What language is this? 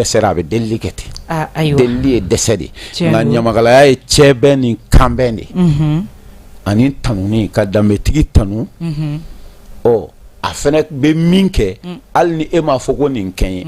Bambara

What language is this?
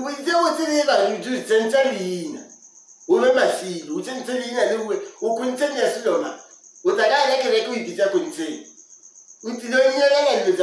Northern Sotho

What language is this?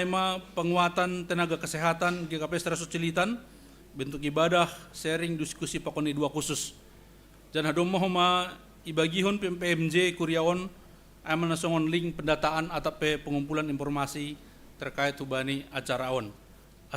Batak Simalungun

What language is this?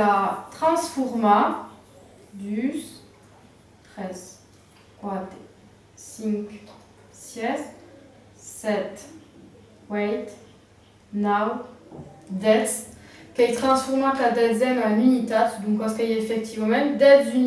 Occitan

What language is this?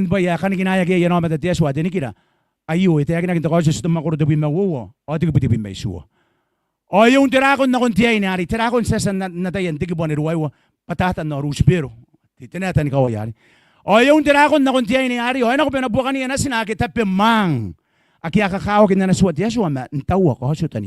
Gilbertese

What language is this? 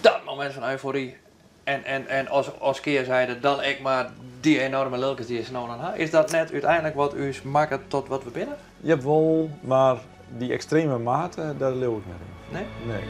Western Frisian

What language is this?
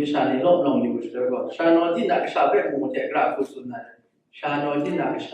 Kachin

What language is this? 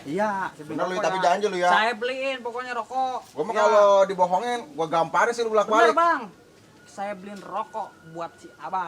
Betawi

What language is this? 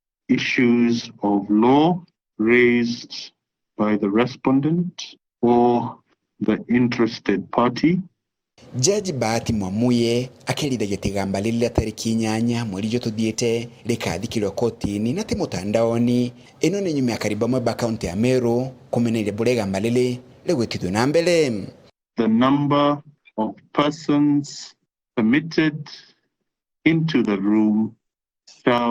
Meru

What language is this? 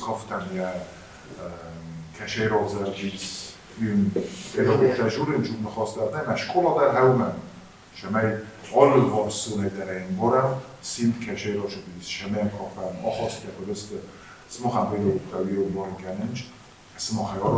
Ossetic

